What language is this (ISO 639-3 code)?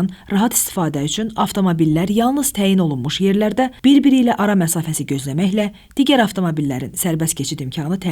aze